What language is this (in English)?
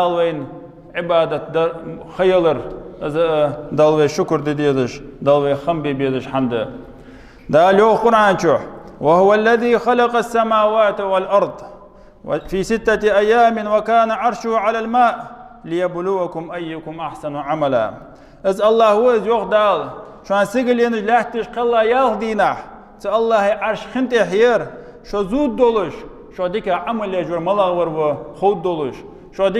Ingush